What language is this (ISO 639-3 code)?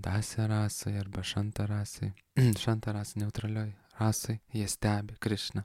lit